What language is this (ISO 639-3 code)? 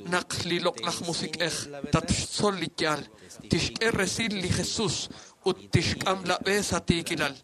kek